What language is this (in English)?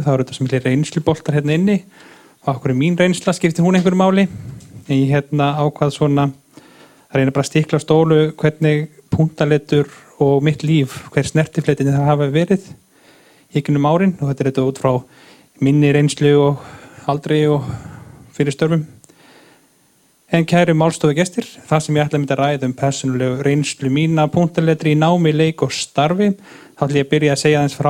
Icelandic